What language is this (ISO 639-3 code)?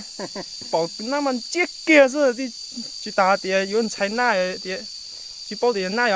hmn